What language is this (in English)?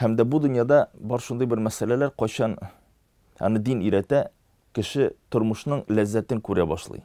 Tatar